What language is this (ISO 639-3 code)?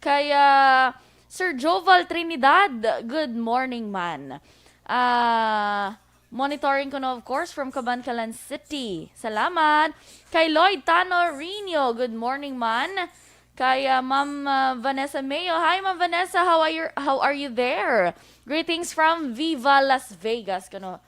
hil